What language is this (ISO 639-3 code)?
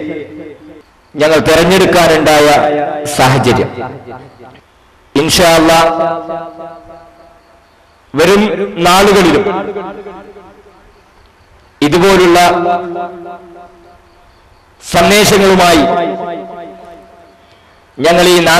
mal